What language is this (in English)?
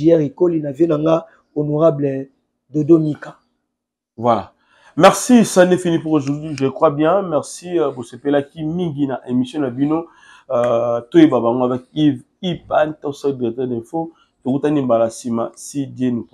Lingala